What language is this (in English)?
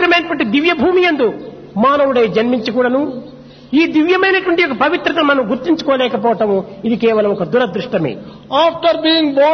Telugu